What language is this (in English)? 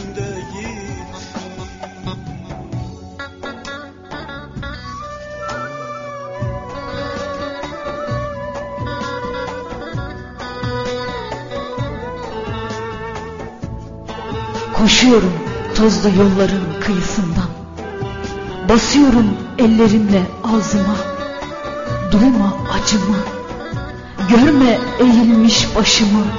Turkish